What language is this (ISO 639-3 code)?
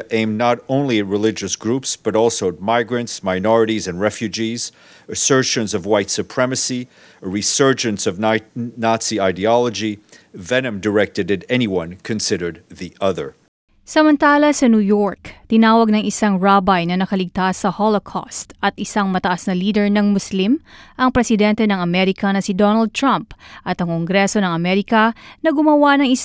fil